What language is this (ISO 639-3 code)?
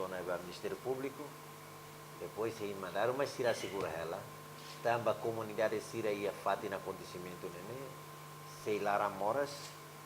tet